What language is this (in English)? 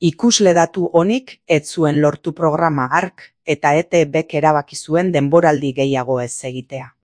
Basque